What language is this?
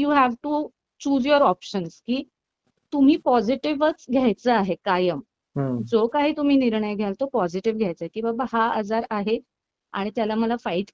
Marathi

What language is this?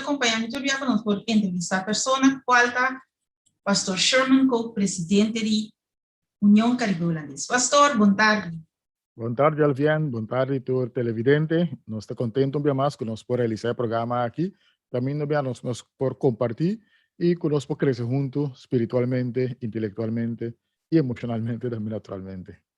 Papiamento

